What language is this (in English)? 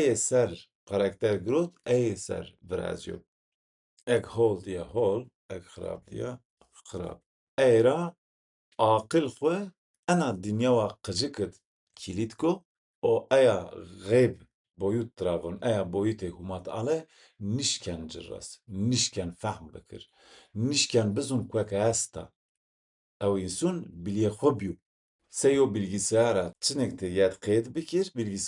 Zaza